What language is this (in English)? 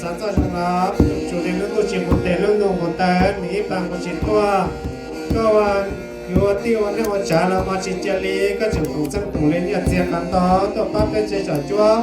Hmong